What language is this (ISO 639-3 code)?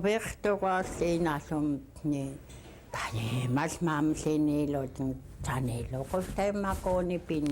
esu